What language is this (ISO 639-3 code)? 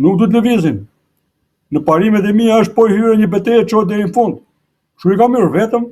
sqi